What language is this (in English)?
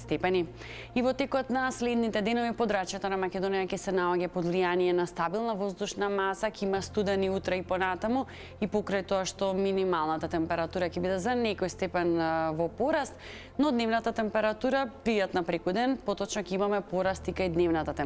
Macedonian